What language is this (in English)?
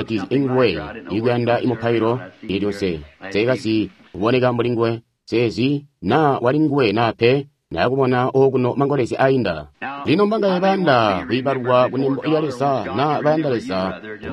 Tonga (Zambia)